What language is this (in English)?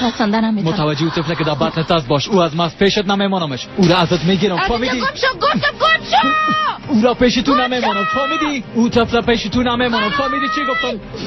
Persian